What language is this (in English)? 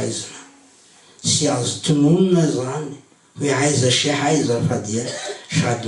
Malagasy